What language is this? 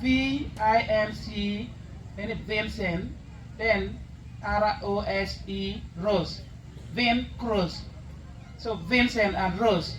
Acoli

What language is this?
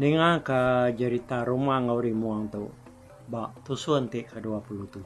Iban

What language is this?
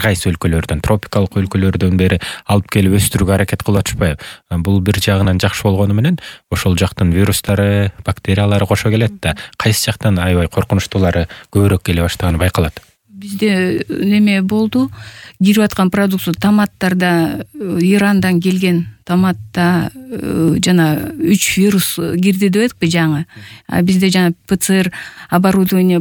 Kyrgyz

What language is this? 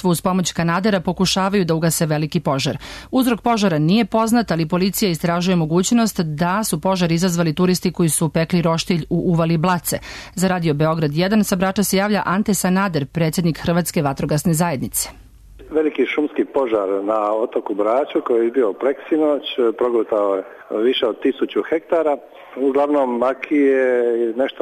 Serbian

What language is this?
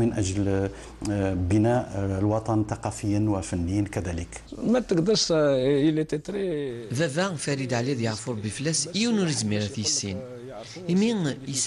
Kabyle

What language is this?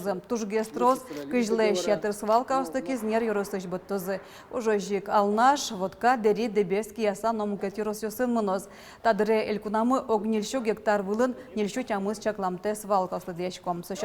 Udmurt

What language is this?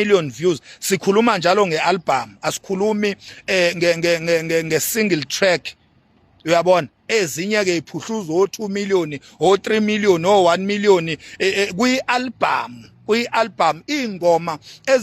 Zulu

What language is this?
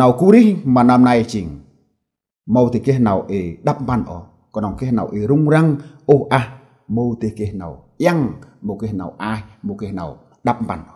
Central Mnong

